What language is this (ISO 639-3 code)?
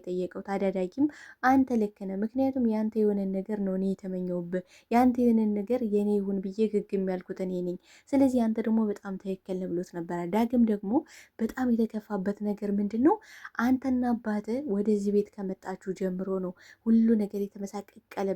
amh